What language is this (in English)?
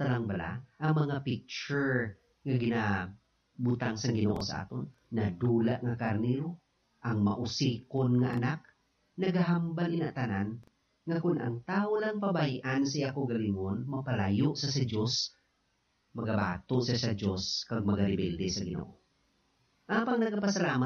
Hiligaynon